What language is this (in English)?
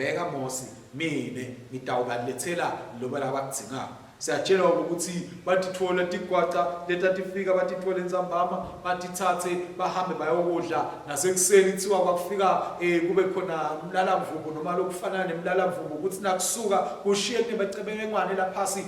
Swati